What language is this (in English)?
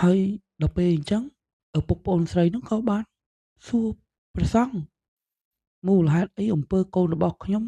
Khmer